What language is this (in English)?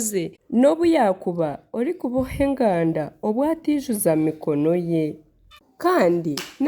Nyankole